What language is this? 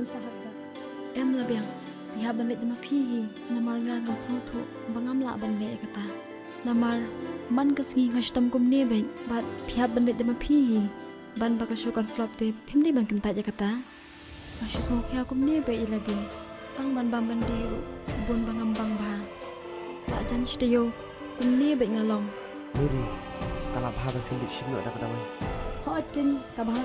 Khasi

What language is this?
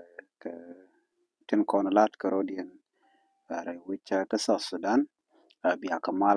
Nuer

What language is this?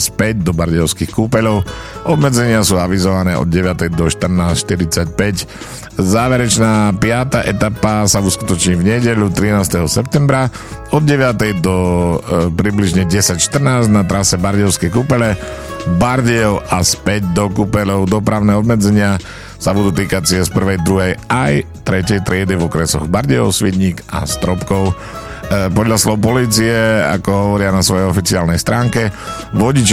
Slovak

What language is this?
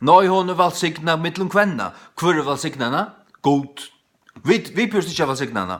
Faroese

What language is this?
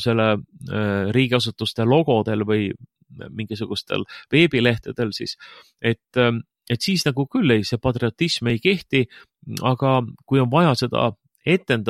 Estonian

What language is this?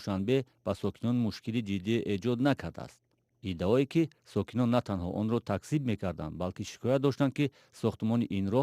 Tajik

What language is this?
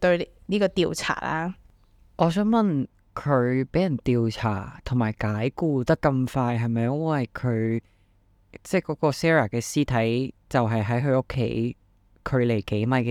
Cantonese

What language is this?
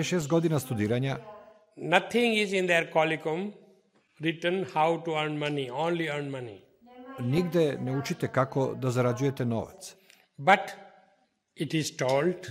Serbian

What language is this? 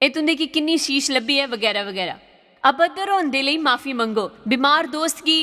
Dogri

